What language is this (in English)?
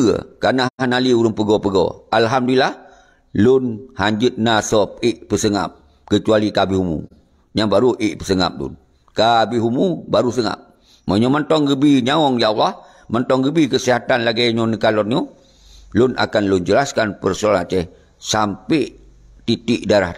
Achinese